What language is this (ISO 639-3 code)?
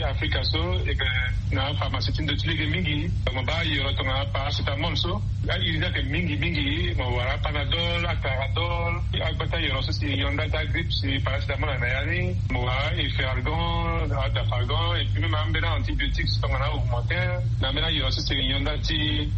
sag